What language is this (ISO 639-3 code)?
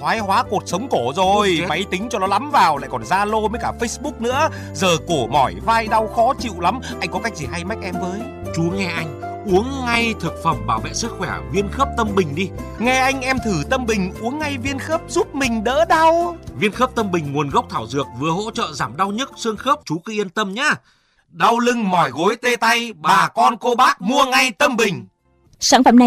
vie